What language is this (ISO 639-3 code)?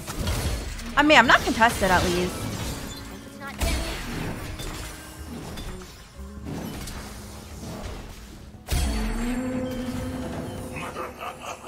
eng